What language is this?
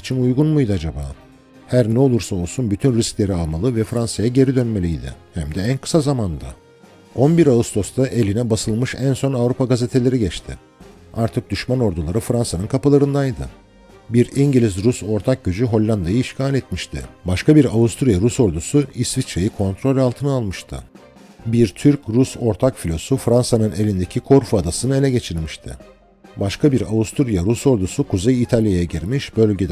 Turkish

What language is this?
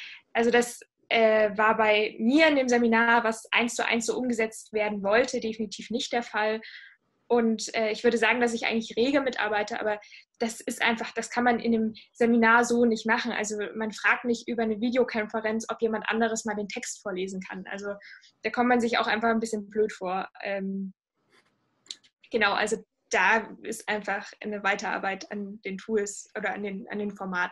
German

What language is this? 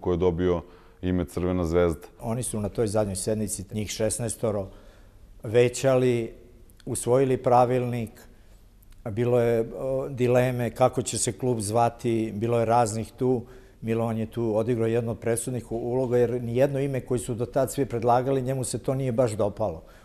Serbian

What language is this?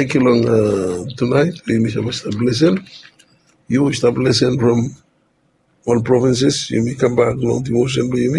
Bislama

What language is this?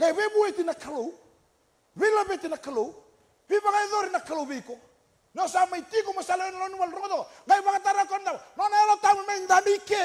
Fijian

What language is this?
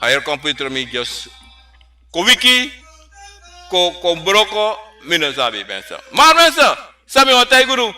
Sranan Tongo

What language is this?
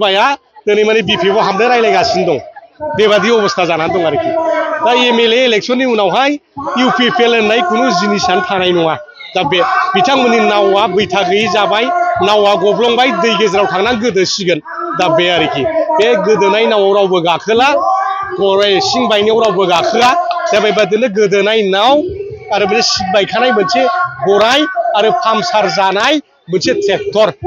Bodo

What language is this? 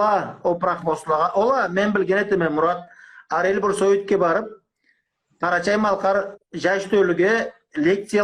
Karachay-Balkar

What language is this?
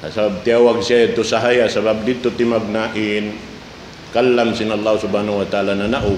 Tausug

